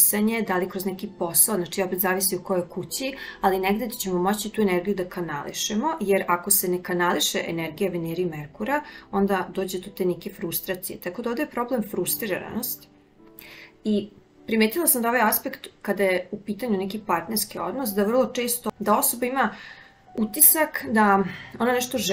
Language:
Serbian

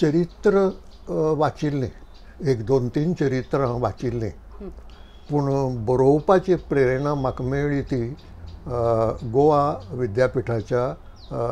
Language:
Konkani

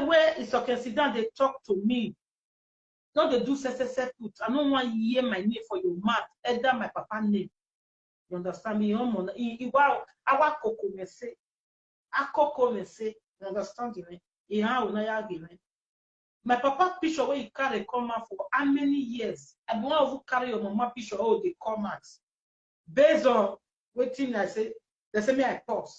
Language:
Nigerian Pidgin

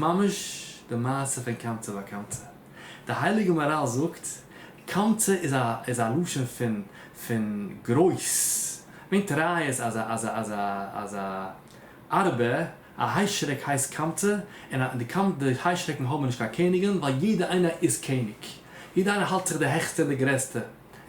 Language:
Yiddish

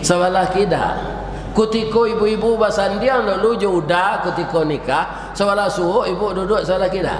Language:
Minangkabau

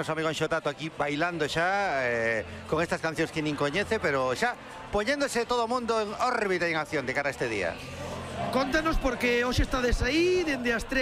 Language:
Galician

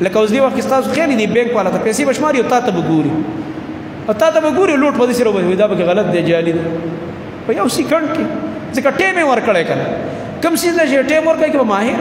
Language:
Pashto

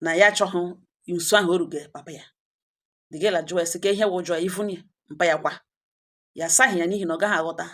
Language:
Igbo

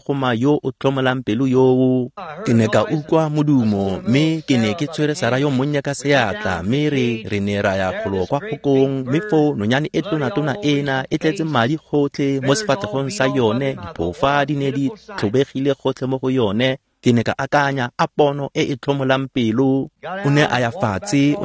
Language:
Tswana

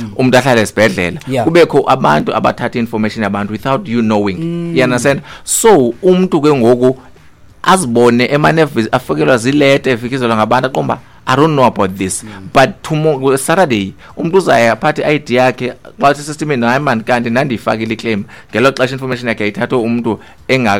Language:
Xhosa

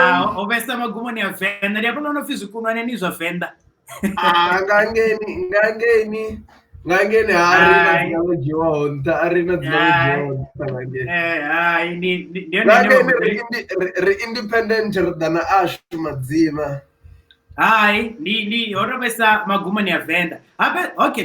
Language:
Venda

